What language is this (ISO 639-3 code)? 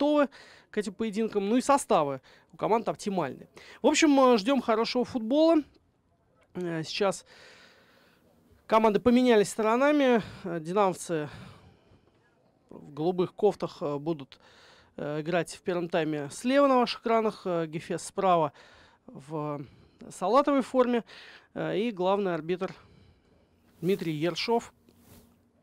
rus